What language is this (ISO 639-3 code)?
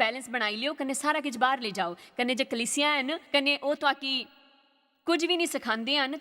doi